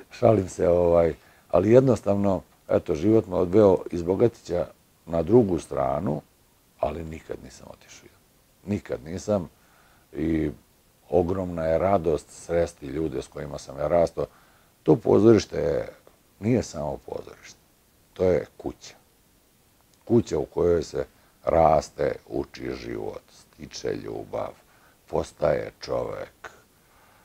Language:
Serbian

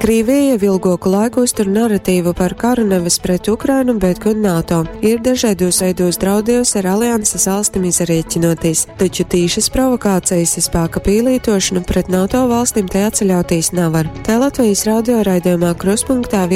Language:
Latgalian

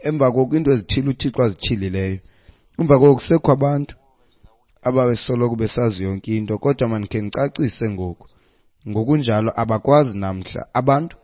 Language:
Xhosa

